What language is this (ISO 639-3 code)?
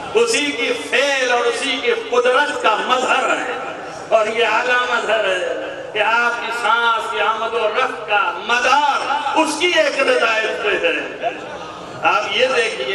urd